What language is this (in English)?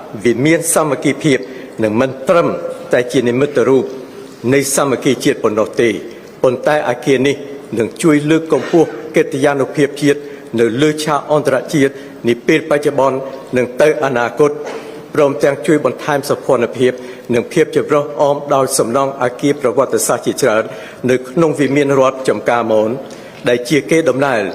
Khmer